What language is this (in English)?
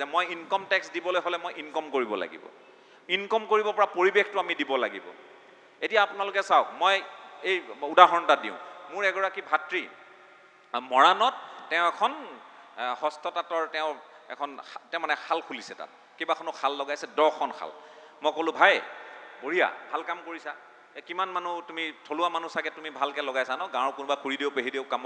Assamese